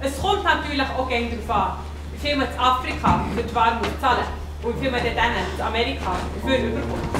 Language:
Swiss German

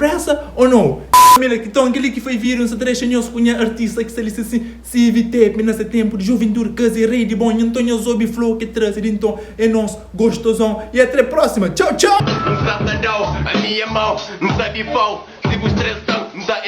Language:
Kabuverdianu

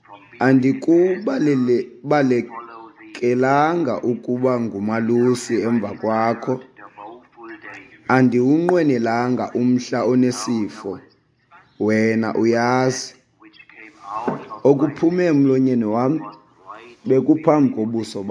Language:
Xhosa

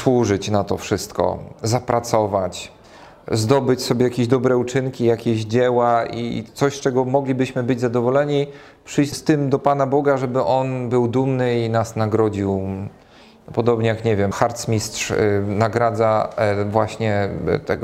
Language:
Polish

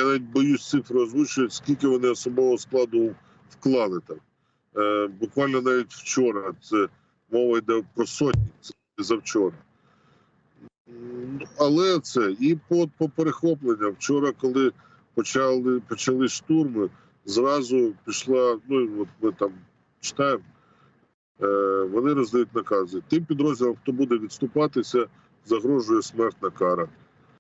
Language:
Ukrainian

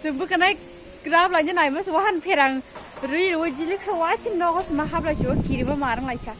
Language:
Kok Borok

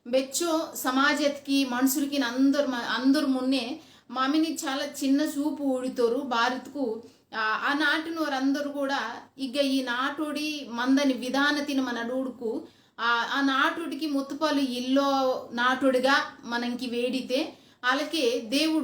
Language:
Koya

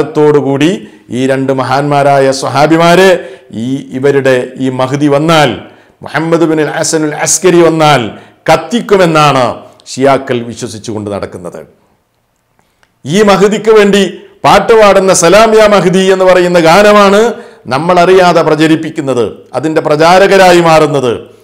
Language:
Malayalam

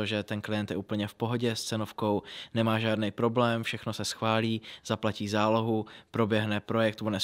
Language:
Czech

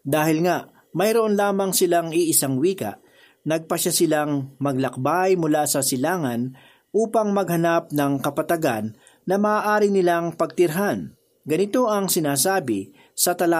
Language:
Filipino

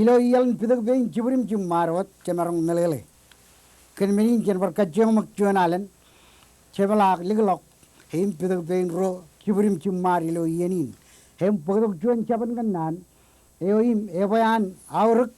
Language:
Marshallese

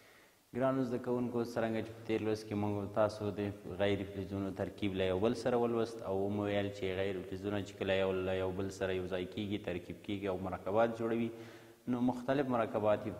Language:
Pashto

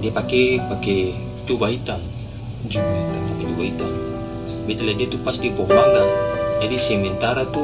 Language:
Ambonese Malay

